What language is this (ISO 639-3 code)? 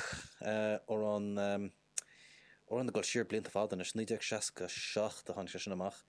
gle